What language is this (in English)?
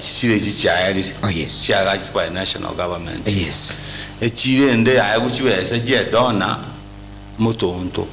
Gusii